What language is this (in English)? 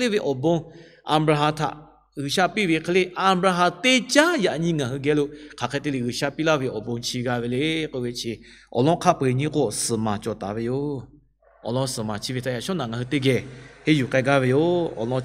Lahu